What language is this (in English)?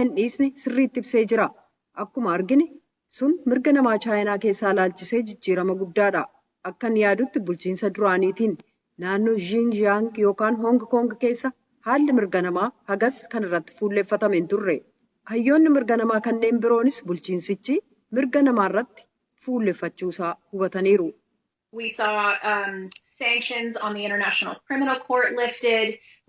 Oromo